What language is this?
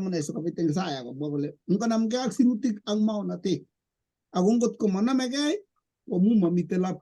Kalenjin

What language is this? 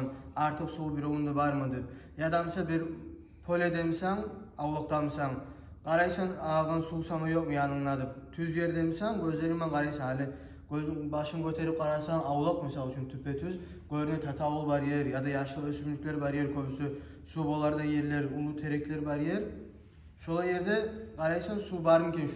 Kumyk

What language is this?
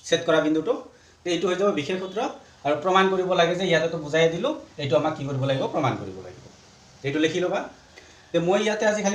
Assamese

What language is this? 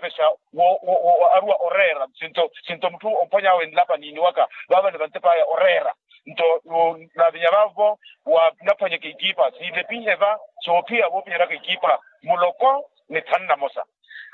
Makhuwa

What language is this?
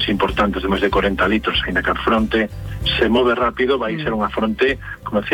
Galician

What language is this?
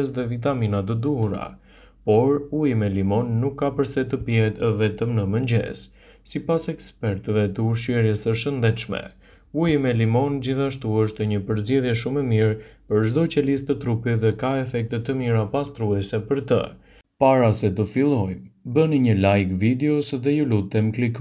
Albanian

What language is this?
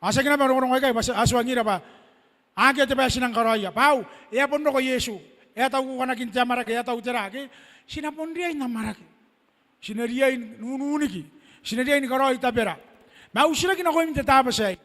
Gilbertese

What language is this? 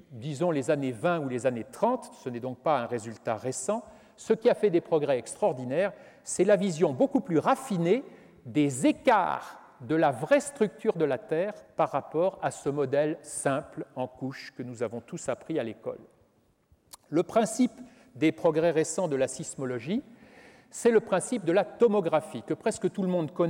French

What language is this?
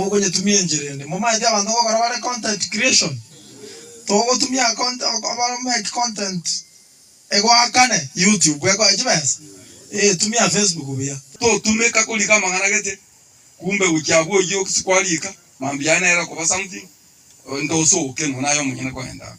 Gusii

